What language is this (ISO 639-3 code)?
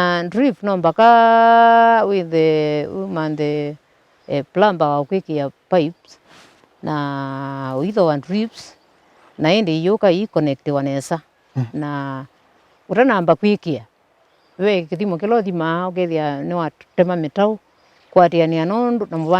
kam